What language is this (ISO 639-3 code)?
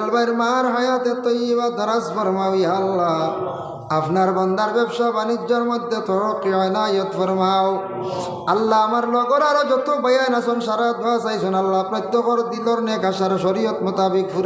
syl